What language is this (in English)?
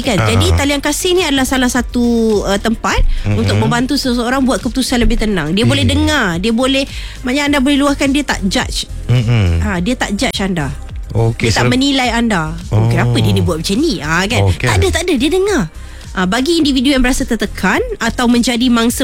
Malay